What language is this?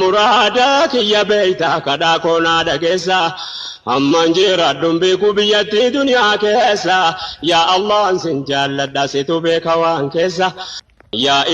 Oromo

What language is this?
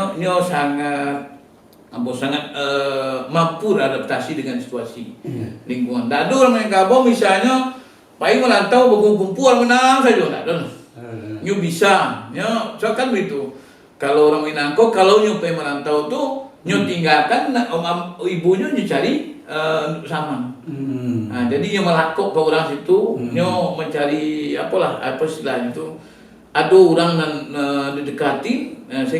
Minangkabau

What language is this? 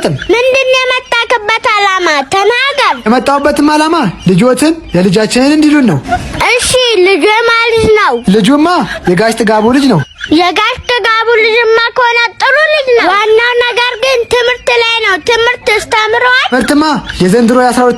Amharic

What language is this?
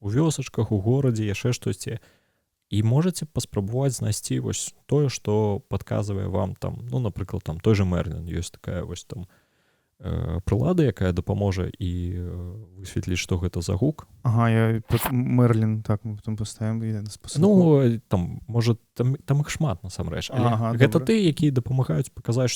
Belarusian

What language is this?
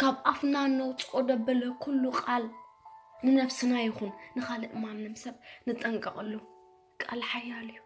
Tigrinya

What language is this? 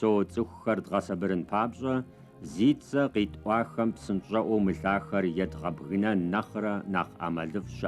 Kabardian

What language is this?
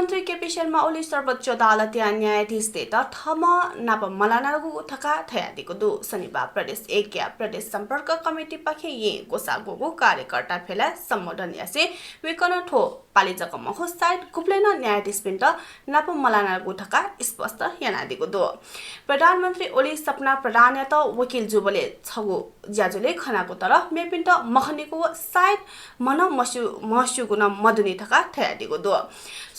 Newari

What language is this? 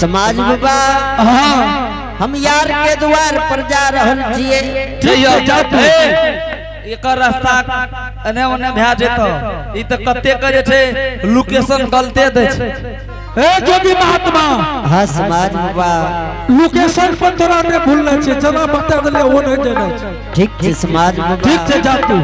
Angika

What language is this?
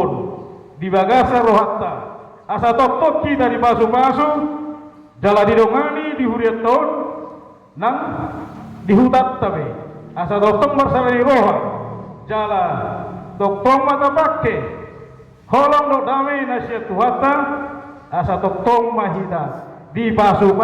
Batak Toba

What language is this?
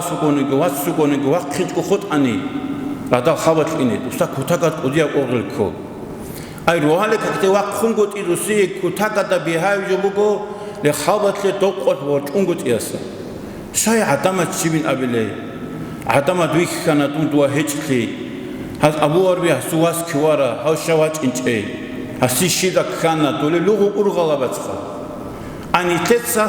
Avaric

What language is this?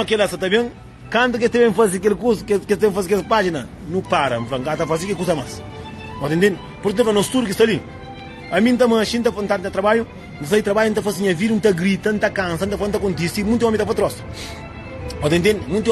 Kabuverdianu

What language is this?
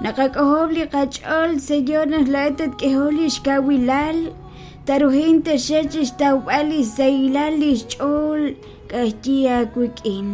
Kekchí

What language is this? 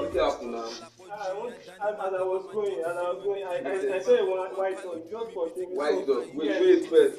Nigerian Pidgin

